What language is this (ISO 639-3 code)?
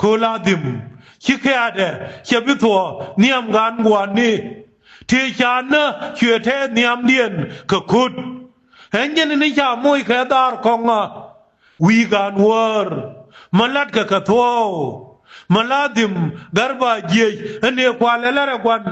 nus